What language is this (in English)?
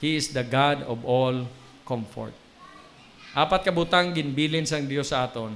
Hiligaynon